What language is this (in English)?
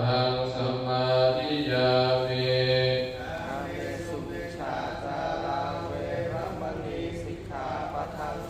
Pali